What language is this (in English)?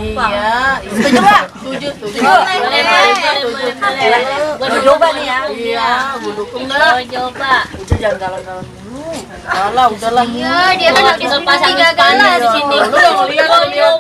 Betawi